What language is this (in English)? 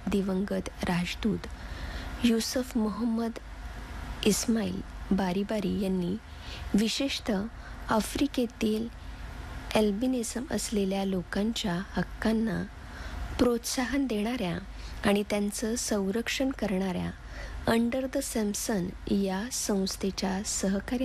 Marathi